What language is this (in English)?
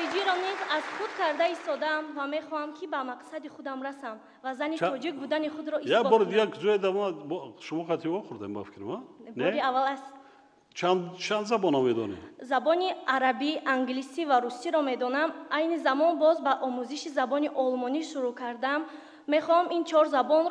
Tajik